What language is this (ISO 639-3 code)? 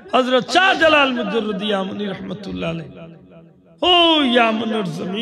syl